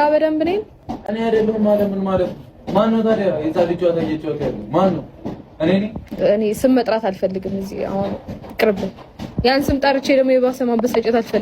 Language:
Amharic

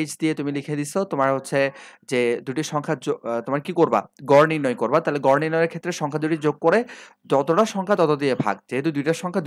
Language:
Bangla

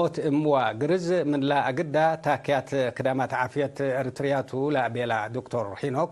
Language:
Tigre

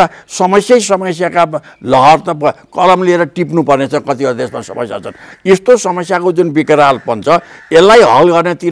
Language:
Nepali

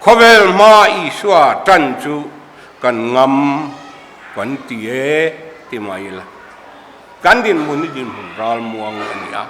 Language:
Mizo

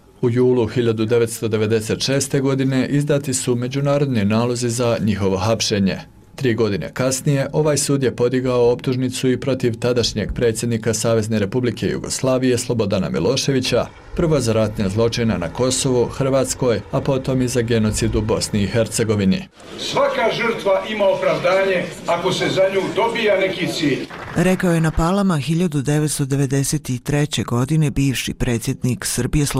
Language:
Bosnian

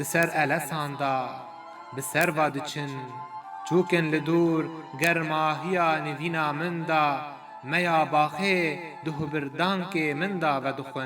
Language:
Kurdish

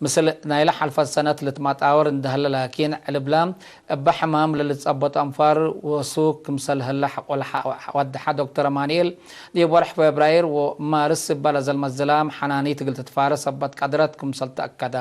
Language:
Tigre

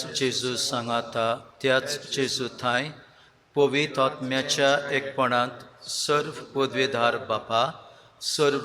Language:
Konkani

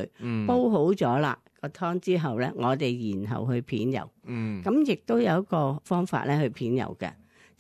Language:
Cantonese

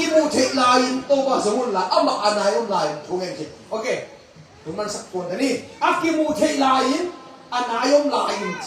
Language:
Tedim Chin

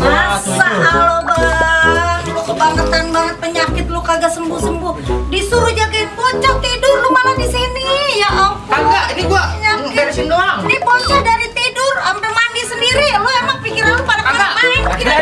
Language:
Betawi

